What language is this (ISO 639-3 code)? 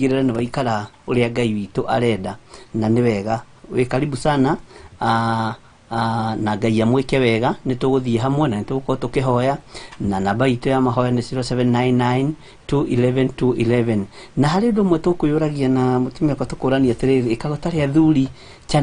kik